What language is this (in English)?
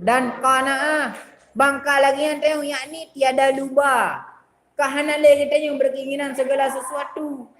Achinese